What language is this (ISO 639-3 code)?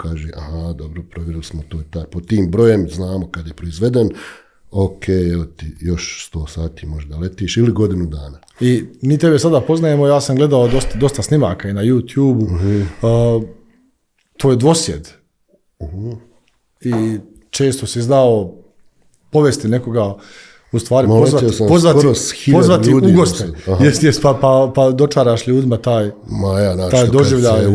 bos